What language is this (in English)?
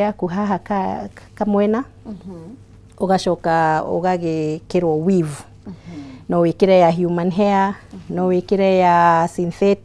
Kikuyu